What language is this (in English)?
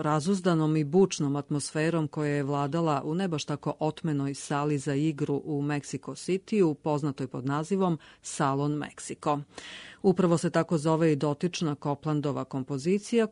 Serbian